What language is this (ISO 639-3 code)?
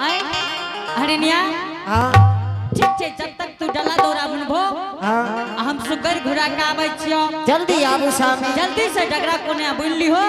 anp